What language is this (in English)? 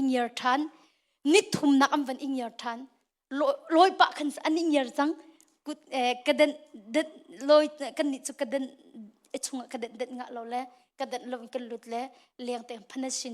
Hakha Chin